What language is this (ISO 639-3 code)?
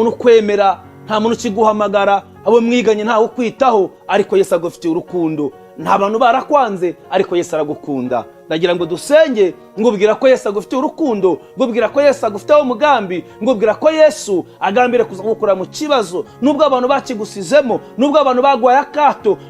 kin